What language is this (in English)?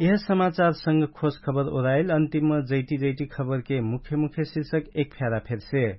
Dangaura Tharu